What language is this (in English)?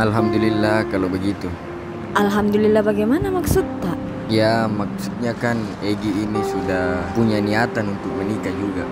Makassar Malay